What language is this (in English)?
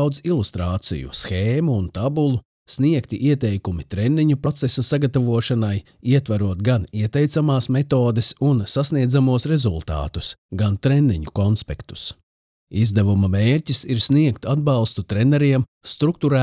Latvian